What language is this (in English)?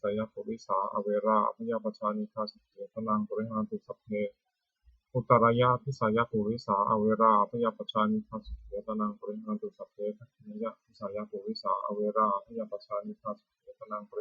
Pali